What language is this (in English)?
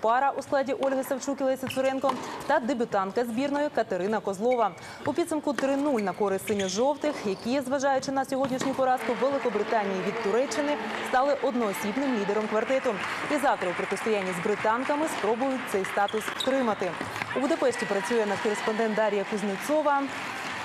Ukrainian